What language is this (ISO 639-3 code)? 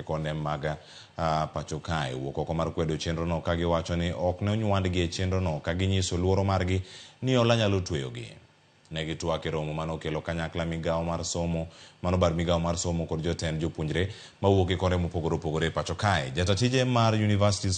luo